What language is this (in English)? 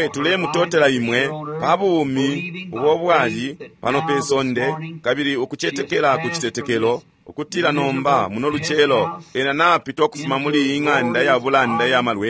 Bemba